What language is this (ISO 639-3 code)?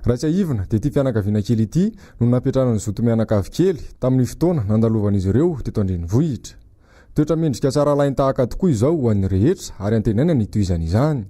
mlg